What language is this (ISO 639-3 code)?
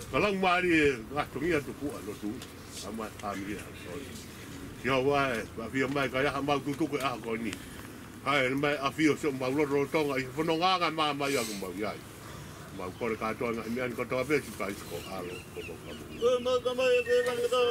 ton